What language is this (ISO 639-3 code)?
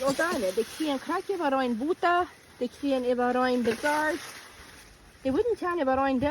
pdt